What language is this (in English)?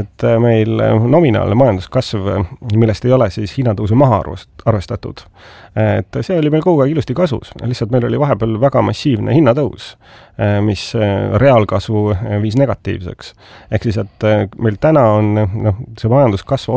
Estonian